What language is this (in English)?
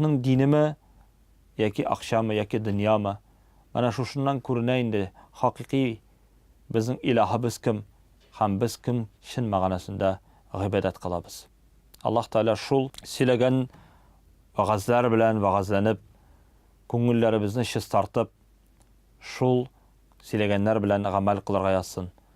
Tatar